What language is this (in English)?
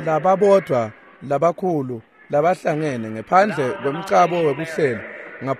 Swati